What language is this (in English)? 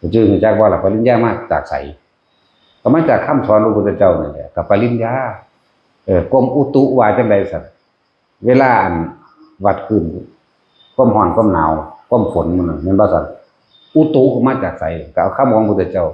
Northeastern Thai